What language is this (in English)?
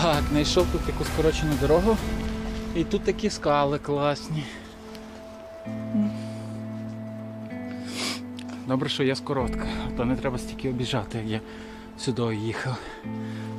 Ukrainian